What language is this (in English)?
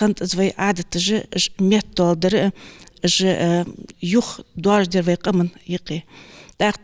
Ingush